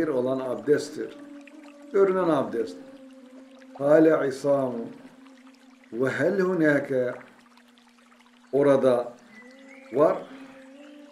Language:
Turkish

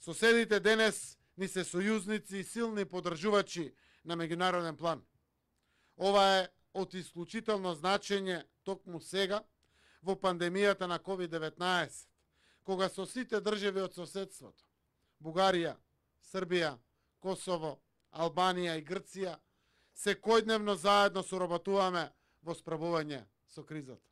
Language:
Macedonian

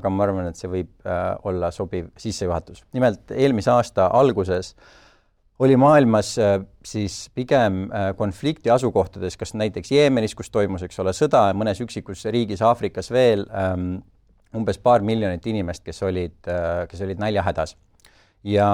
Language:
Estonian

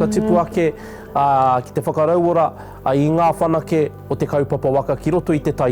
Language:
Māori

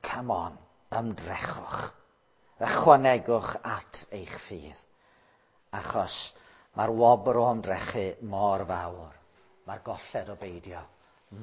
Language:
Welsh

